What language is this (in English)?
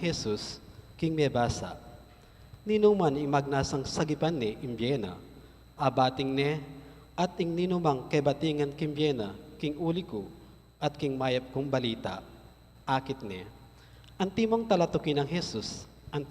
Pampanga